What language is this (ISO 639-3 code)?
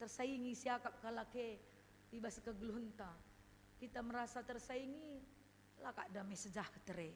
btx